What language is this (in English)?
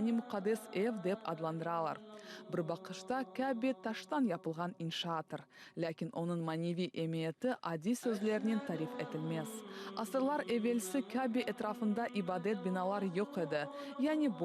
Crimean Tatar